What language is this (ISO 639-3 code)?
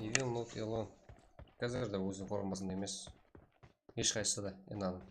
kaa